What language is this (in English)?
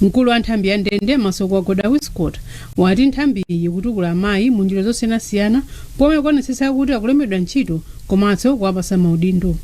Nyanja